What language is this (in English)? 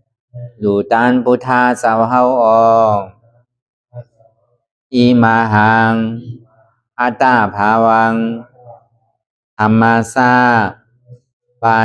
Shan